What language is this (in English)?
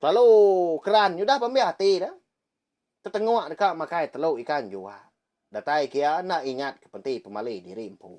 Iban